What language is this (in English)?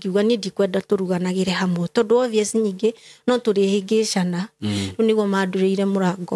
Kikuyu